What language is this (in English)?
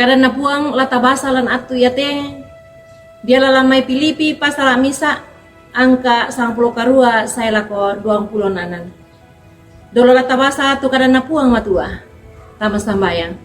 Toraja-Sa'dan